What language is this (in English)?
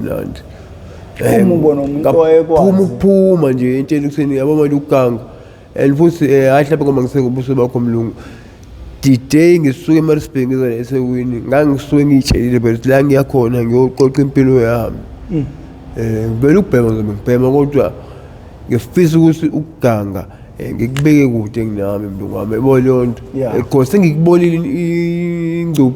Zulu